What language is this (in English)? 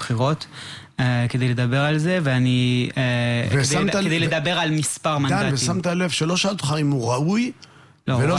Hebrew